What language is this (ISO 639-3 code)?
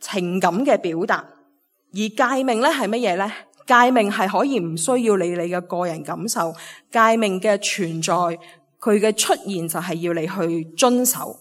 yue